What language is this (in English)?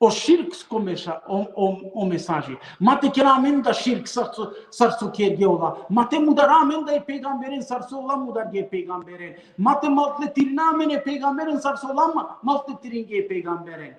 Balkan Romani